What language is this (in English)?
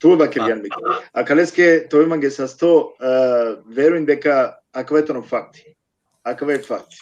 Balkan Romani